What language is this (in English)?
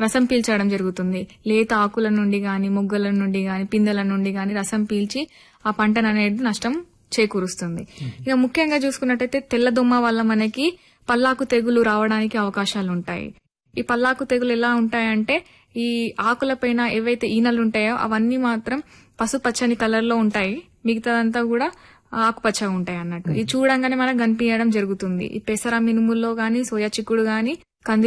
Telugu